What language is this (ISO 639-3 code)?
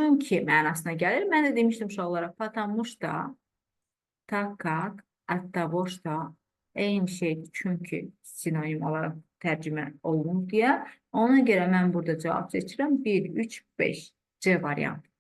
aze